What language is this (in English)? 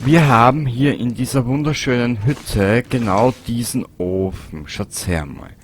Bavarian